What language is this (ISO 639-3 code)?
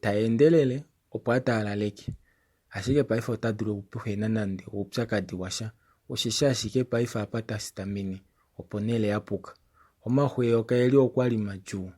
kua